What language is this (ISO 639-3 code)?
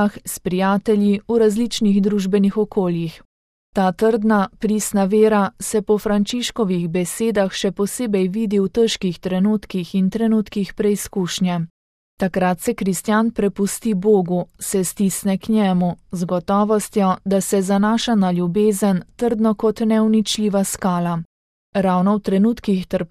slv